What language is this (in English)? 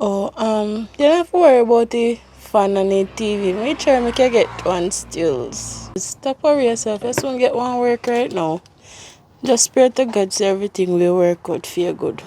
Jamaican Creole English